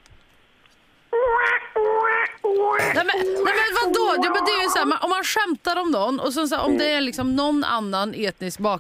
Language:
Swedish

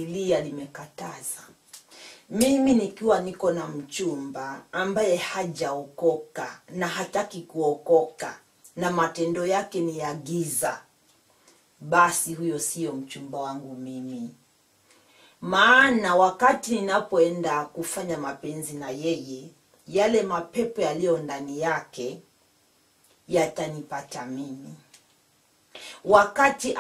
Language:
Swahili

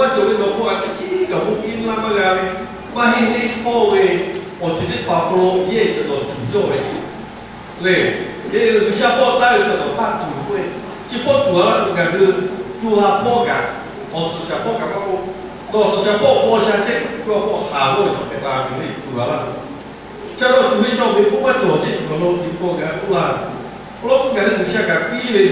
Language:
Lahu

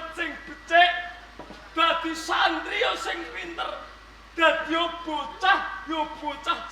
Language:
Javanese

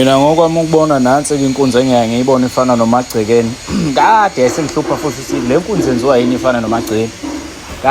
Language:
Zulu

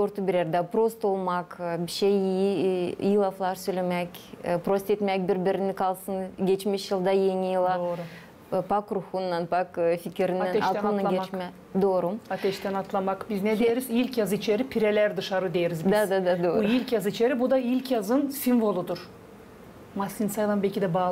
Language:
Gagauz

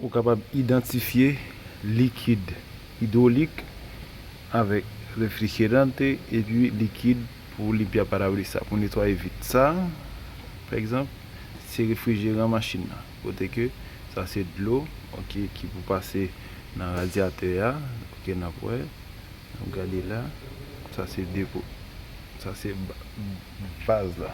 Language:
Haitian Creole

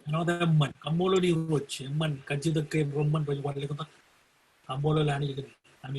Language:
Marshallese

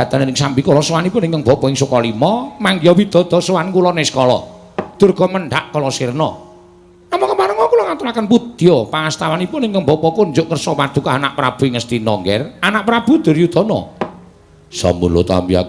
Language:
Javanese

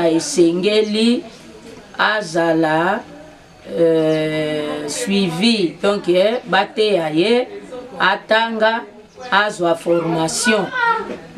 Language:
Lingala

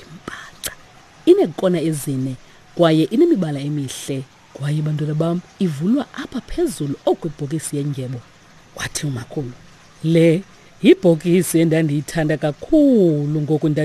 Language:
Xhosa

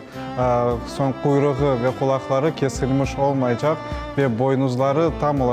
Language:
Crimean Tatar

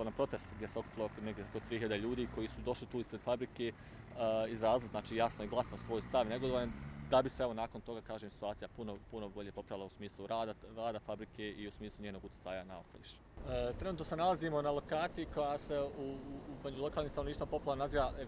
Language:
Bosnian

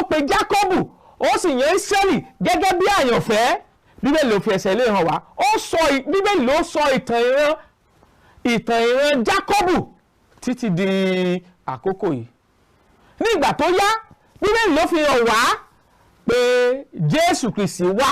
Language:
Yoruba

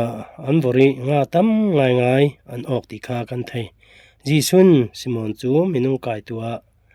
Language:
Falam Chin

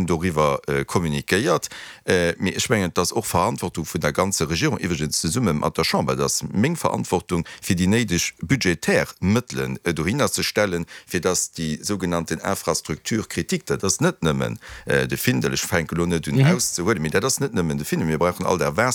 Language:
Luxembourgish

